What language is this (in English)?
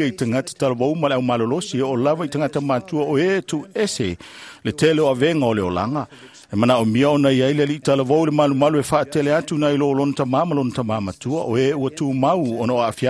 Samoan